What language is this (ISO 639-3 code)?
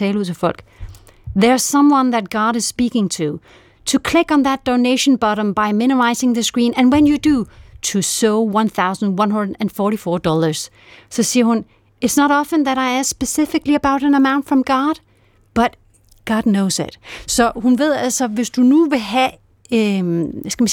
dan